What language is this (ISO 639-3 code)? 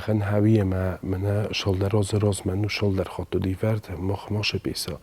oss